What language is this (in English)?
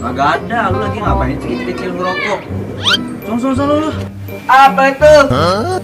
Betawi